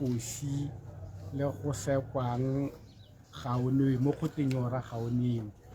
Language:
Tswana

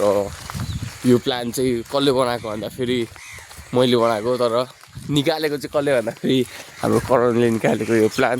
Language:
Nepali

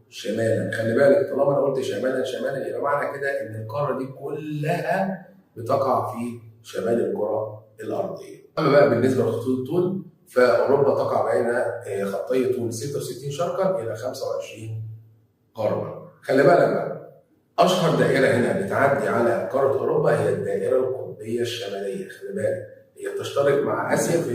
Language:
Egyptian Arabic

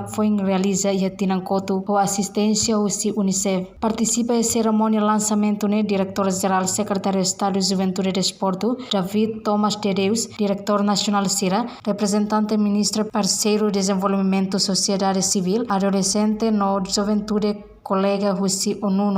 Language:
Tetum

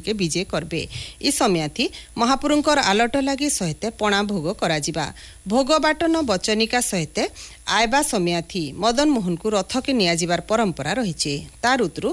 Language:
Odia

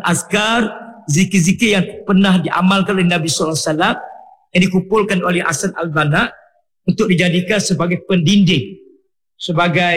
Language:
Malay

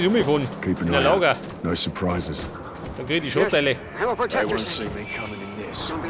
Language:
Bavarian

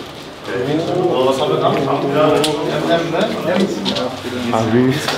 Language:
German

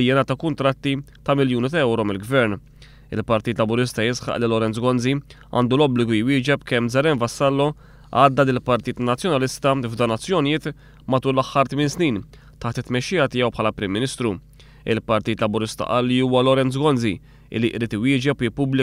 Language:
Maltese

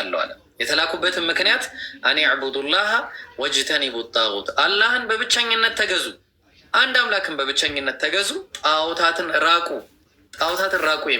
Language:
Amharic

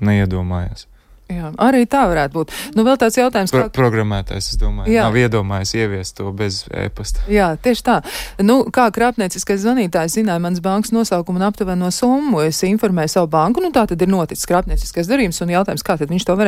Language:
Latvian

